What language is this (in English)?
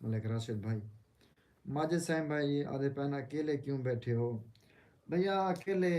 Saraiki